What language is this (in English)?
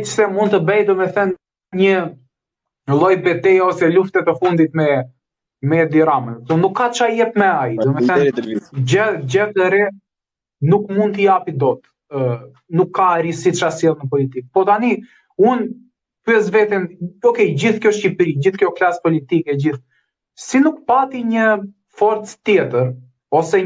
Albanian